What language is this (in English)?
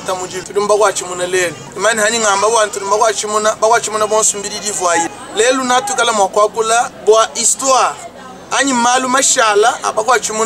Luba-Lulua